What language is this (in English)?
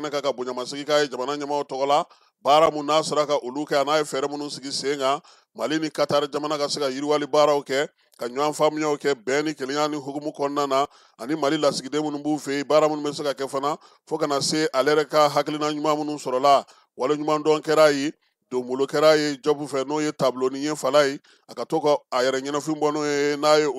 Bambara